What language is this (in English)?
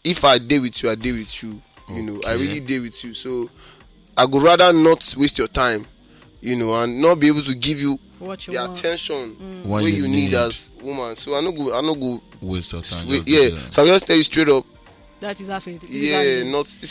Nigerian Pidgin